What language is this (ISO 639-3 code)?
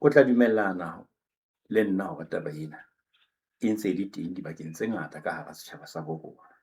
sot